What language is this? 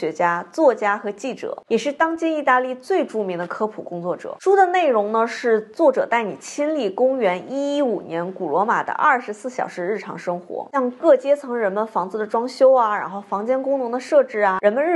Chinese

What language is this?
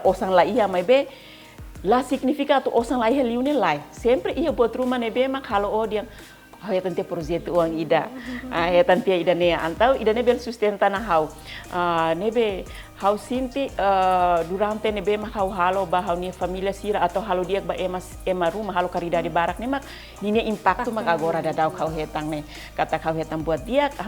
Tetum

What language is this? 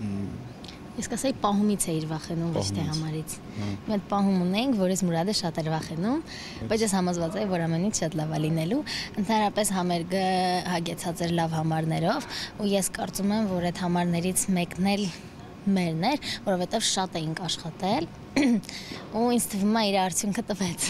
Armenian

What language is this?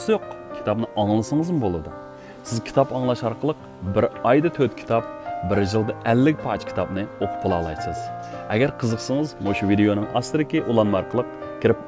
Uyghur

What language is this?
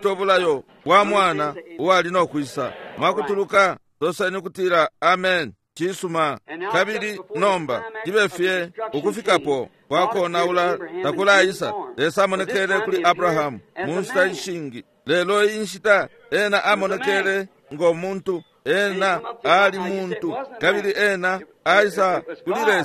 Bemba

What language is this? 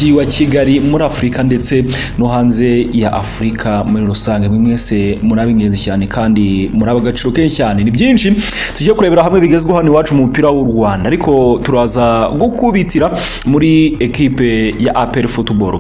Kinyarwanda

